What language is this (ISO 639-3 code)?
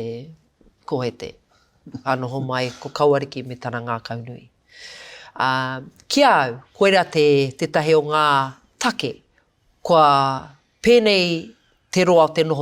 mri